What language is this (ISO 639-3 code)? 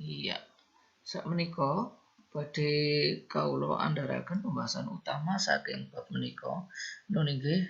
jav